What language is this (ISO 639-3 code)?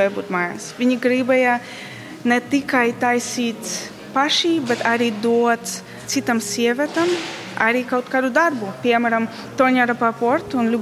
lav